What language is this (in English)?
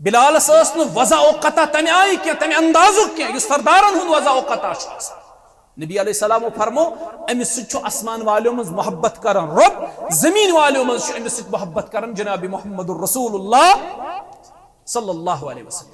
Kashmiri